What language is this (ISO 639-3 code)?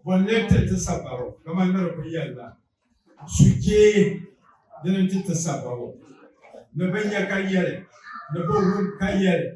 dag